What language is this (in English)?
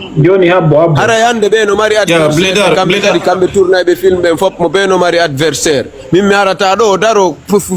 Fula